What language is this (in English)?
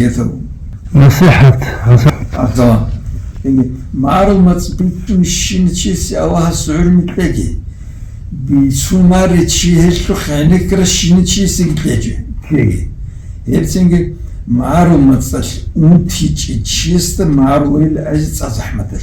Avaric